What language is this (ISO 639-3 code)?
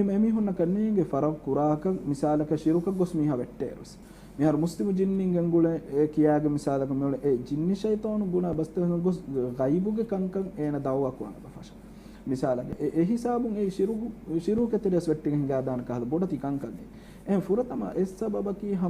div